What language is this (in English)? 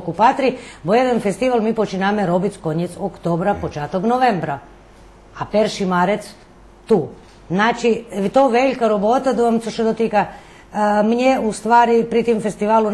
Rusyn